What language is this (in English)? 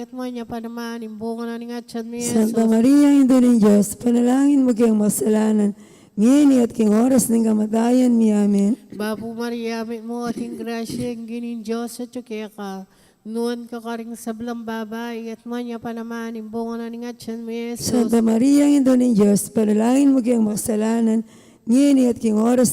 Pampanga